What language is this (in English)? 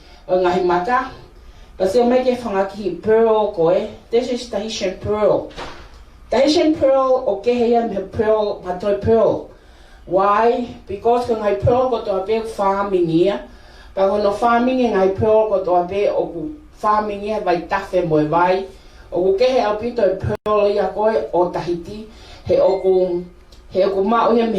Tongan